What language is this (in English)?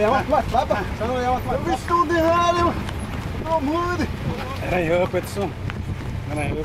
Xavánte